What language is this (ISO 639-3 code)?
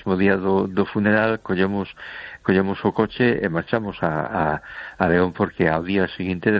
glg